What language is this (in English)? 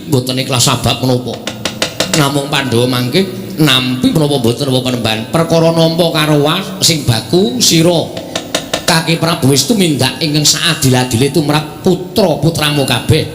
Javanese